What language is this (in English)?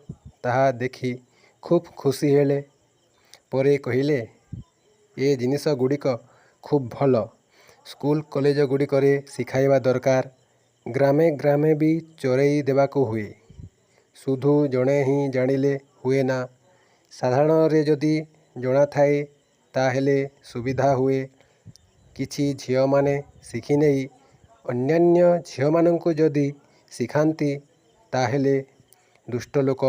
Odia